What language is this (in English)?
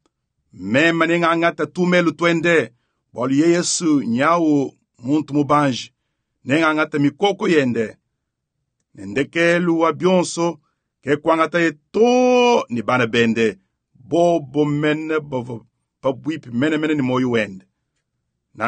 Luba-Lulua